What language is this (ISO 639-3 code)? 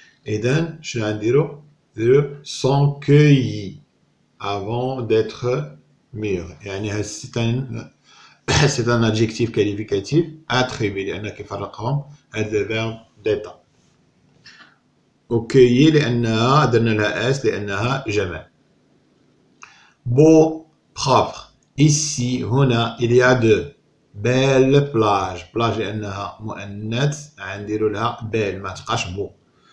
ary